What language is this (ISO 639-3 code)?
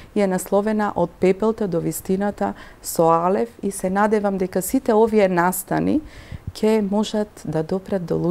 mkd